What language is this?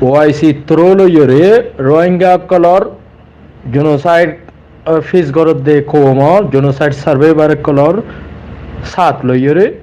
Rohingya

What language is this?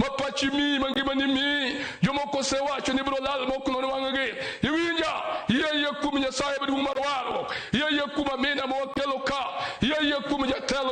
Luo (Kenya and Tanzania)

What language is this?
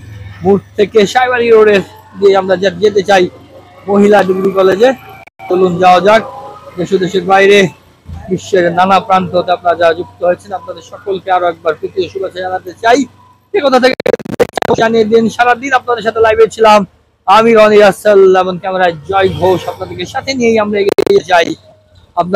Bangla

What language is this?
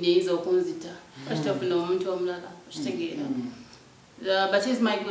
Ganda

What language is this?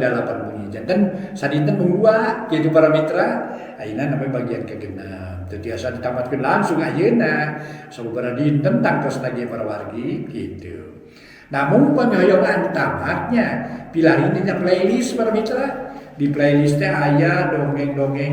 Sundanese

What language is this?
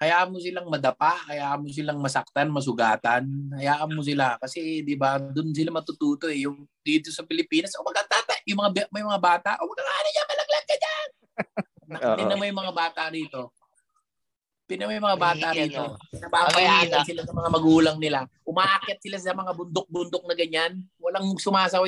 Filipino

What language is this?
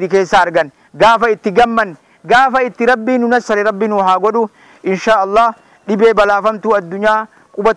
Oromo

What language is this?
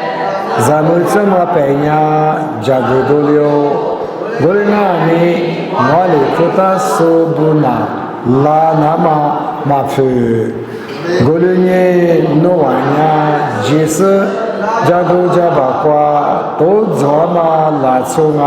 Lisu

